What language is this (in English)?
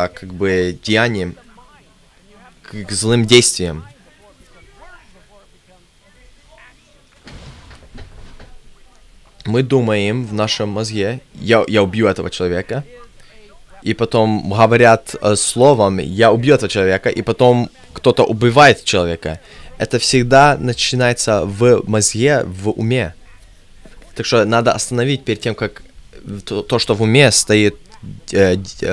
Russian